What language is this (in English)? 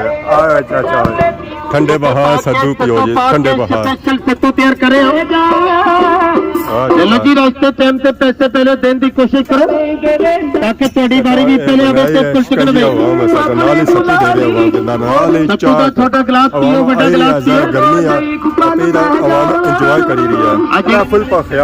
Pahari-Potwari